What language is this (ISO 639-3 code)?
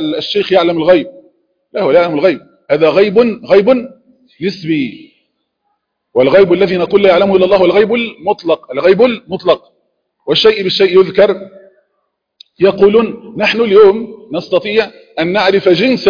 ara